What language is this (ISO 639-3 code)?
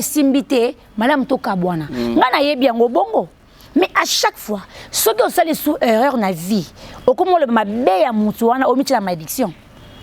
lin